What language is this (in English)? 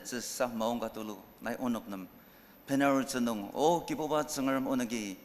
Ao Naga